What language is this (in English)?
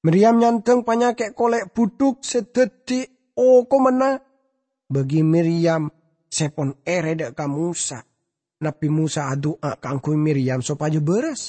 Madurese